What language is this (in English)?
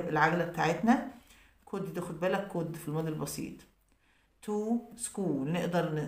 Egyptian Arabic